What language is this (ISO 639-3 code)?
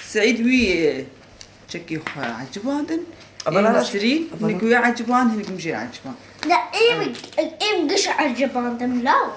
kur